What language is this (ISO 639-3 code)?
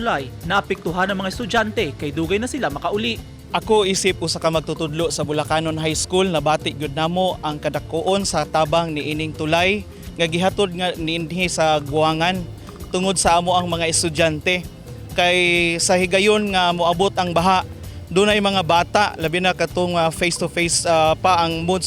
ceb